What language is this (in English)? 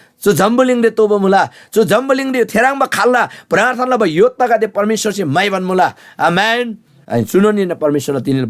Eastern Tamang